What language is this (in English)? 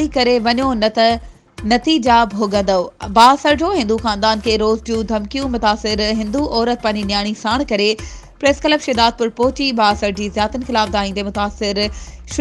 Sindhi